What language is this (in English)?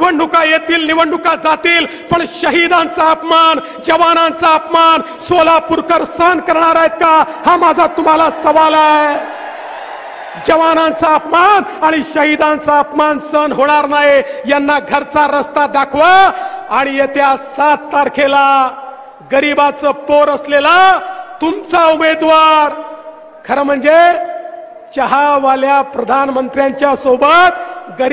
Marathi